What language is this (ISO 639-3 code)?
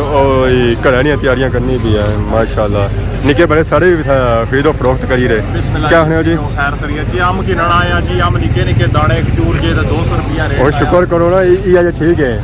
phr